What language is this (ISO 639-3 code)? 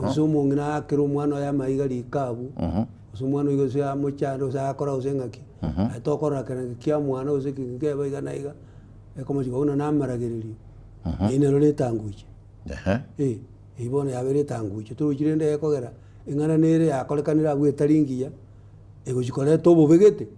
guz